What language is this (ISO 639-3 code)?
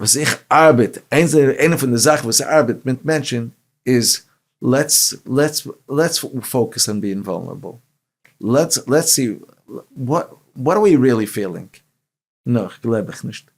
yid